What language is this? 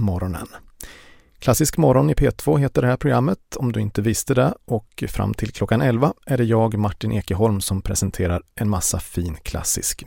Swedish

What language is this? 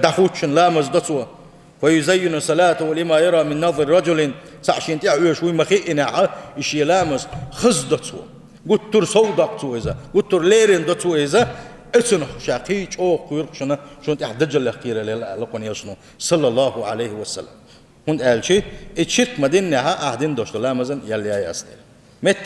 Chechen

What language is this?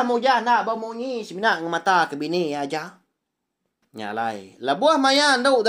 Iban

